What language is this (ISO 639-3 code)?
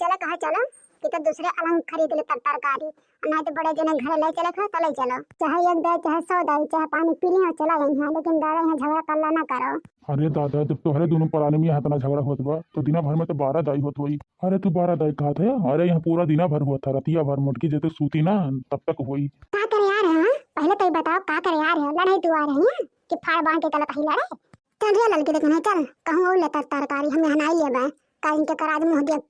awa